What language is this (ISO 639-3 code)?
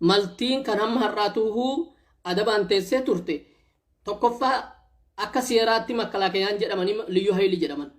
orm